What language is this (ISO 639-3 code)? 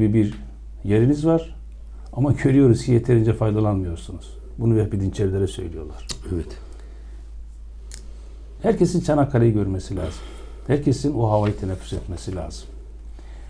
tur